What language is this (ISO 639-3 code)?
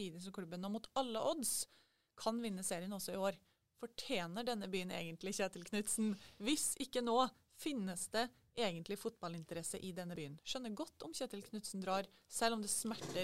nor